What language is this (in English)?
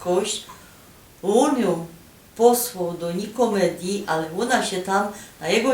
Silesian